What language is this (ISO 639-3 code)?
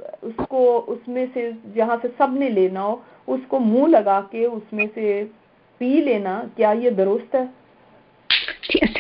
urd